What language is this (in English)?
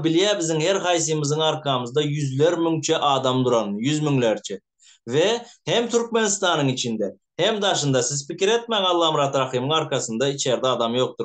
Turkmen